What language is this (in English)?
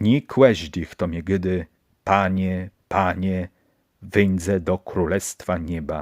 Kashubian